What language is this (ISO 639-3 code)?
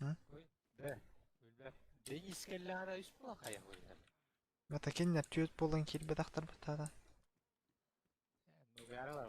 sah